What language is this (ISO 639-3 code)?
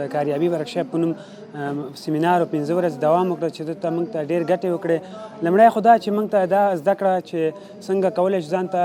pus